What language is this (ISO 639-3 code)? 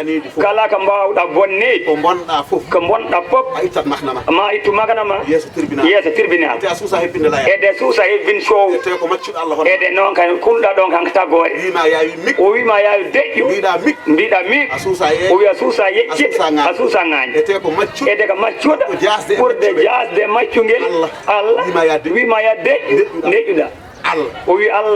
ful